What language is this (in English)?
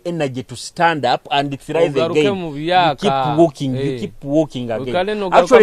Nyoro